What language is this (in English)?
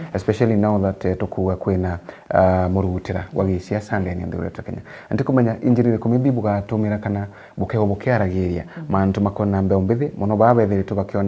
Meru